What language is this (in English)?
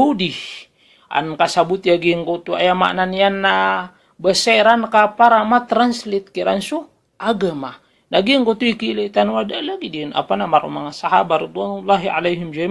Maranao